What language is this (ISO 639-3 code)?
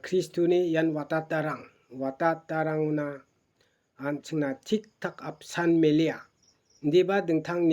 grt